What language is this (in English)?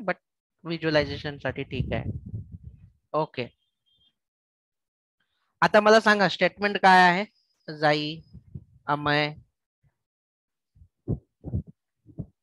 Marathi